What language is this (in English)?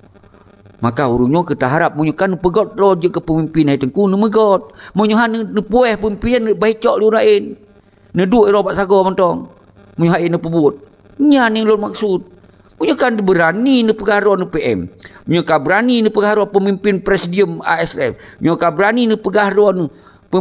Achinese